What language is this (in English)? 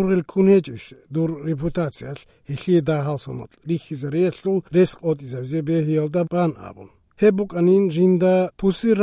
Avaric